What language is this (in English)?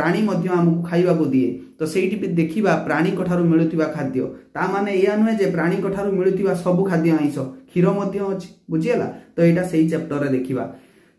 Odia